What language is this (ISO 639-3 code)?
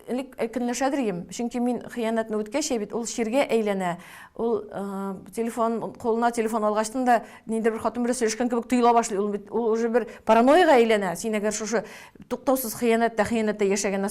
tat